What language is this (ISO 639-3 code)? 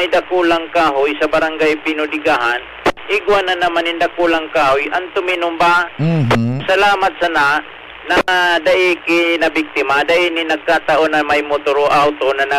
bik